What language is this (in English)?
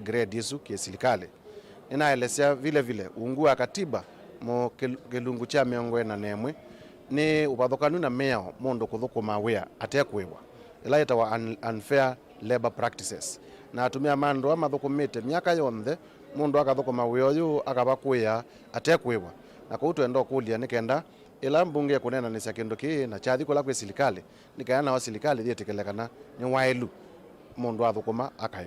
Kamba